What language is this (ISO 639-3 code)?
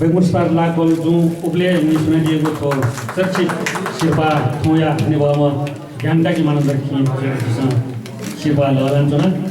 new